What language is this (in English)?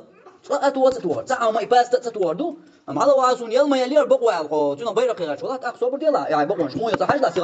Chechen